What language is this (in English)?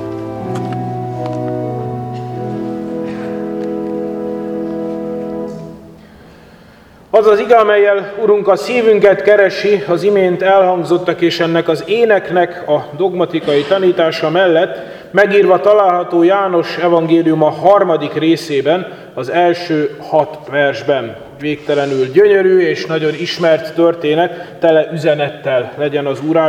Hungarian